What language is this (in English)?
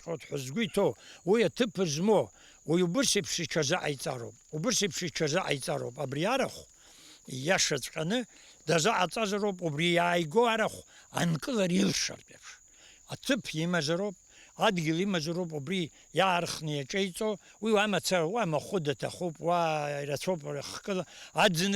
Abkhazian